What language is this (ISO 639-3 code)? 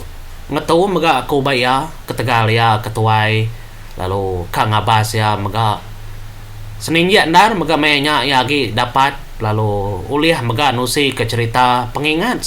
iba